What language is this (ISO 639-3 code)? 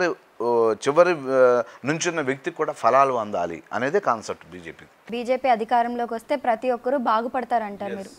tel